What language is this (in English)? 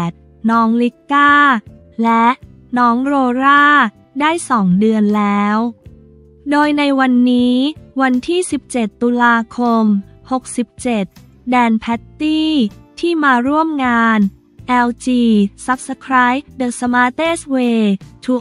Thai